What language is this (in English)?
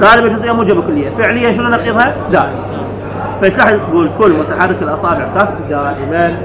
Mesopotamian Arabic